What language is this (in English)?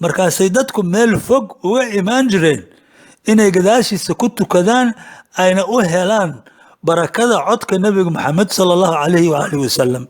Somali